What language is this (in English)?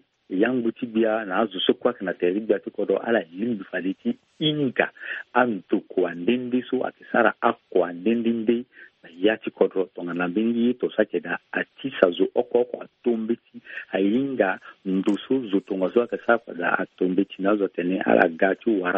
Sango